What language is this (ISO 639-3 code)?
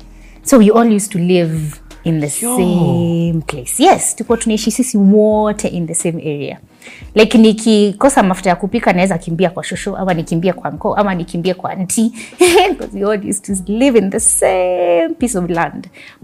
swa